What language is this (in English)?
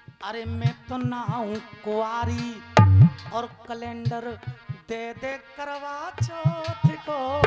Hindi